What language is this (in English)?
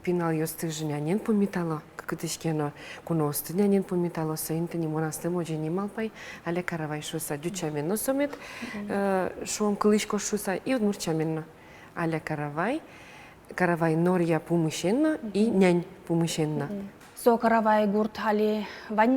Udmurt